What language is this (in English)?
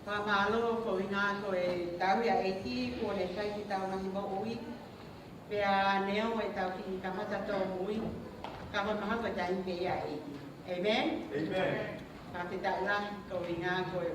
Tongan